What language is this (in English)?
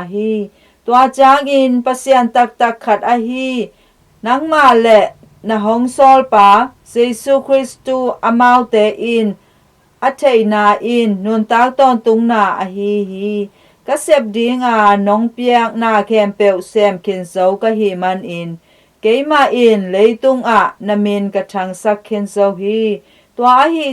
Tedim Chin